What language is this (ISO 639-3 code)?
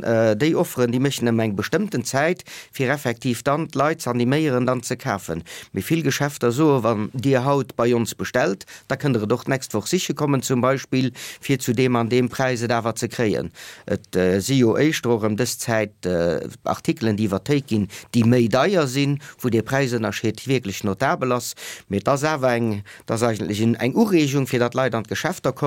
ltz